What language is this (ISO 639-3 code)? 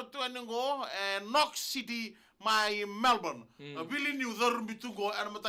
fij